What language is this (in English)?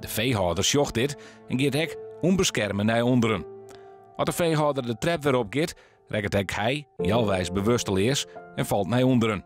Western Frisian